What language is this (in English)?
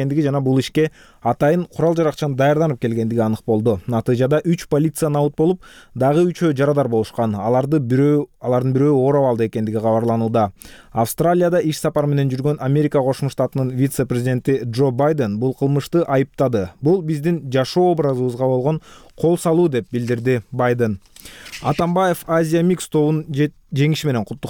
Kyrgyz